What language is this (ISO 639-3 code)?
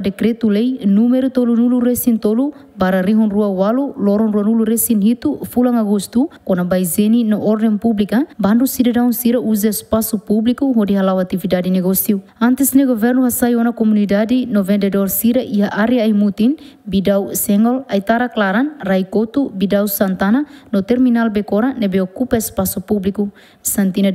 tet